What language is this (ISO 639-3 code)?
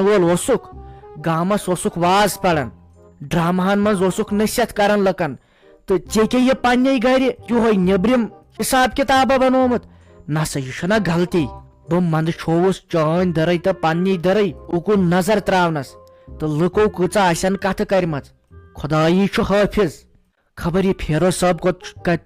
kas